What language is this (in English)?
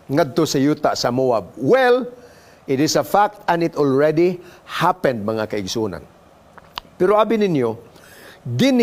Cebuano